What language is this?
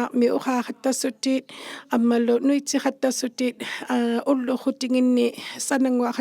Inuktitut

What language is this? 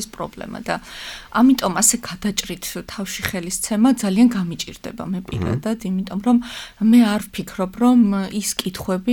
Georgian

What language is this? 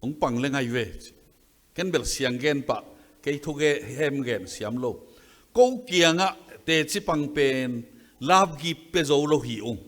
Tedim Chin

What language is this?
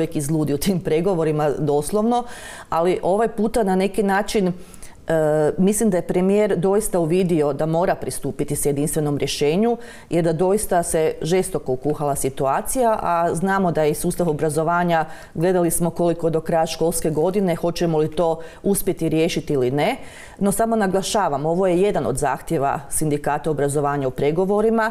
Croatian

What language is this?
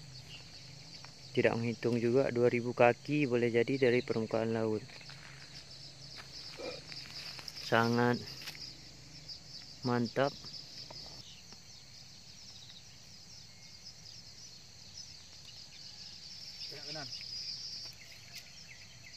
Indonesian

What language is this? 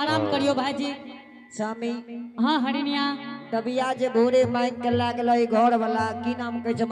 Angika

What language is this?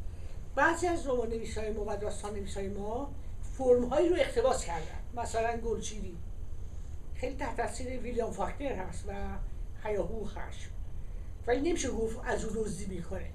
Persian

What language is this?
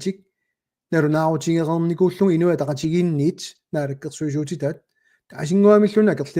Kalaallisut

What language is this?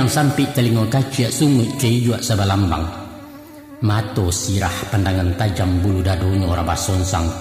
Minangkabau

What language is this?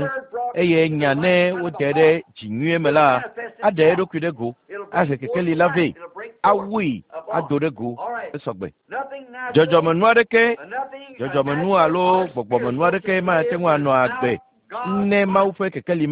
Ewe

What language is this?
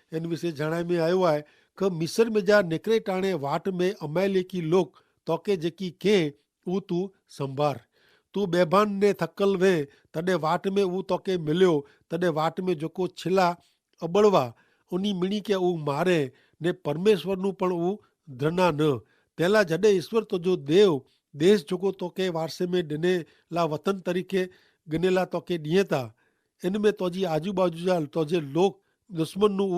Kachhi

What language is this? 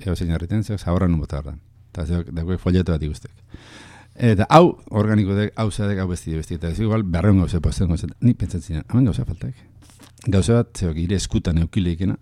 Basque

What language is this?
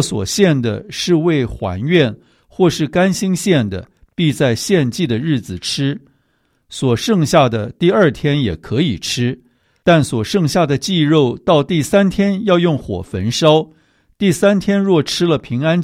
Chinese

